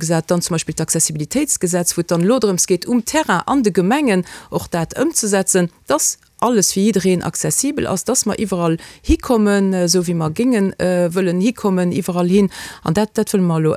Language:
Luxembourgish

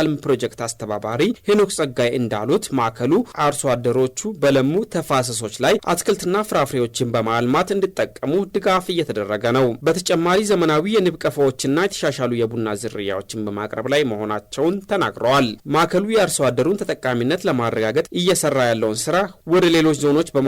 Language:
Amharic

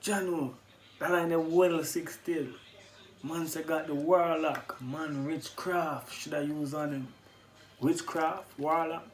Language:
Jamaican Creole English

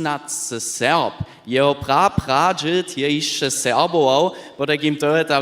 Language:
Upper Sorbian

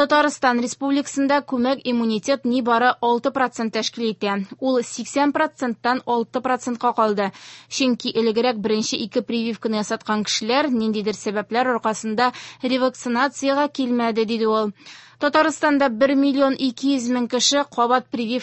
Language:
Tatar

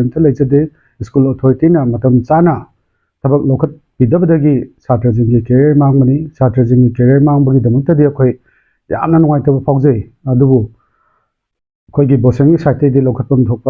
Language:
Manipuri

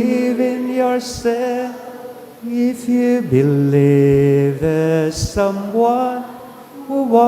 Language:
Bikol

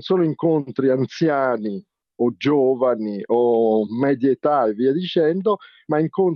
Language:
Italian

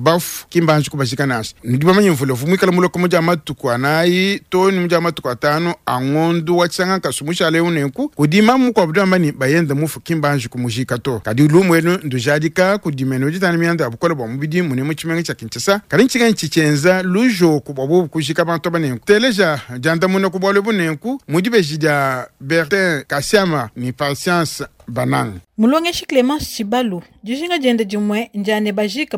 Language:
Luba-Lulua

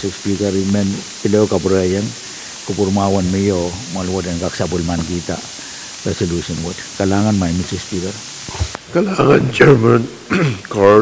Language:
Pohnpeian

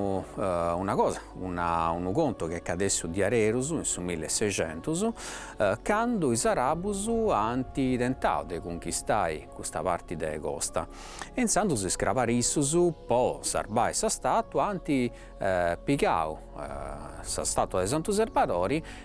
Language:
Sardinian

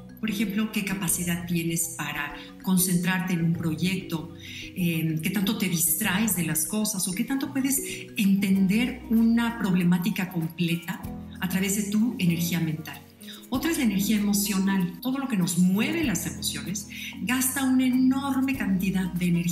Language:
Spanish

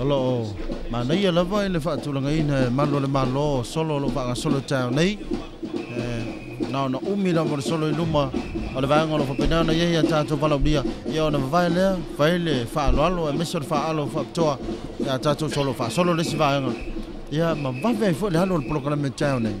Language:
Samoan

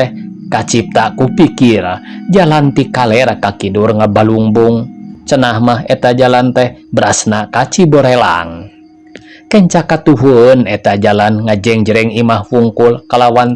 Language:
Sundanese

